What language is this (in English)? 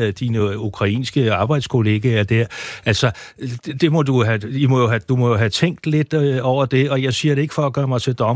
Danish